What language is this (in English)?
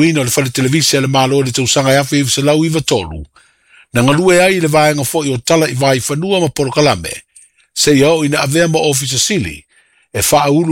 Samoan